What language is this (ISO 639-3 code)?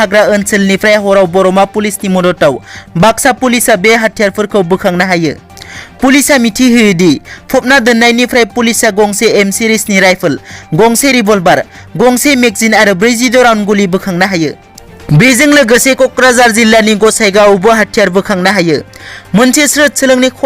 brx